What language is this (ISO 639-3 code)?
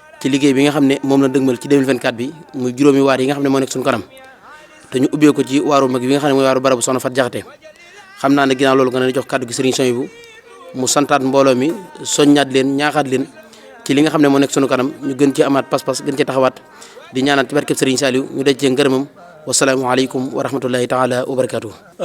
wol